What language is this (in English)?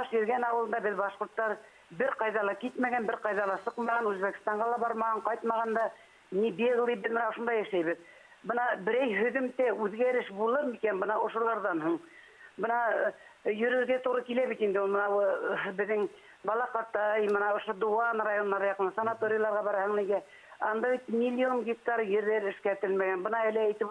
Bashkir